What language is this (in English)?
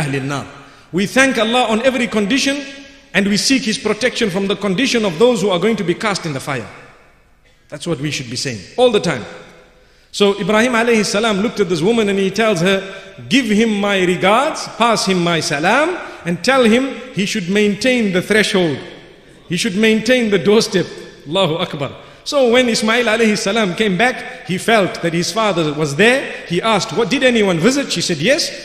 English